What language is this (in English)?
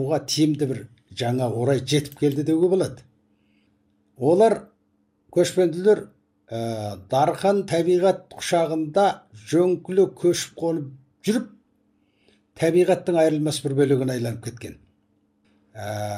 Kazakh